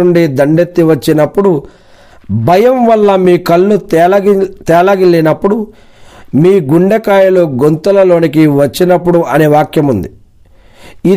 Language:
Telugu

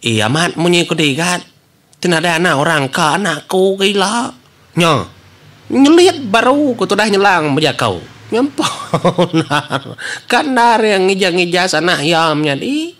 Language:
Iban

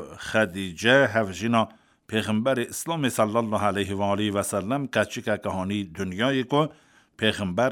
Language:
Kurdish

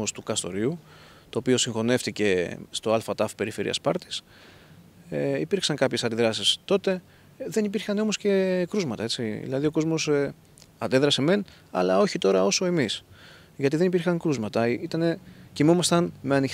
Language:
Greek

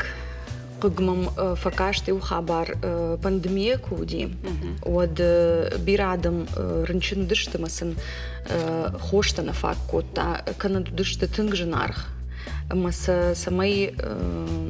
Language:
Ossetic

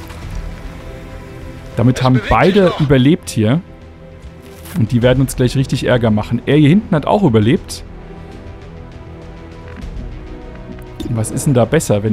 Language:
German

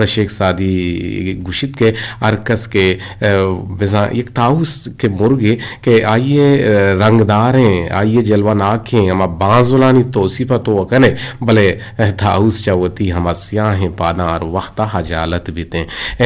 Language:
Eastern Balochi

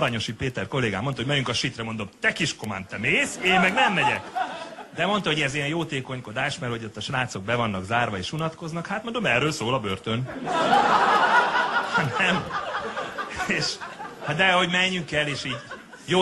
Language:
Hungarian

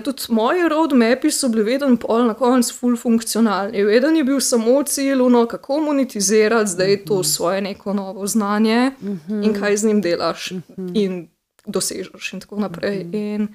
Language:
Slovenian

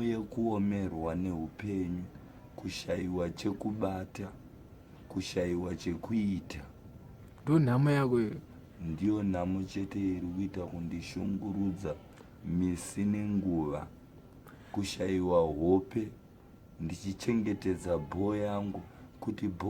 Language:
Shona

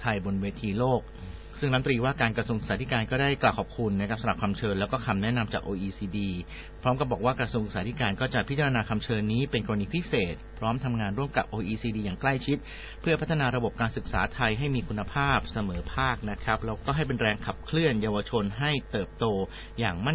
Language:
Thai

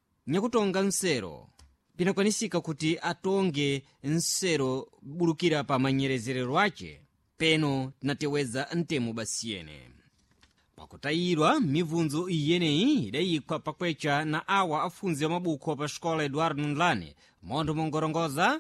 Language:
Sena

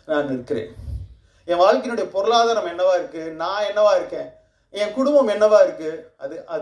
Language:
Tamil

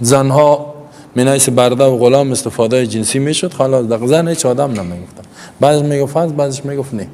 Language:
Persian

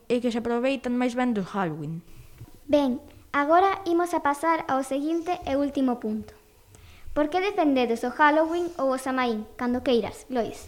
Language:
Galician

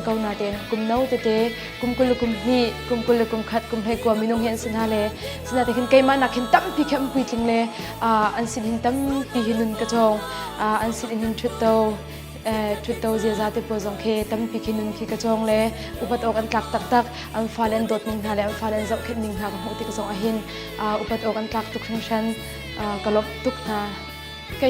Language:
Hakha Chin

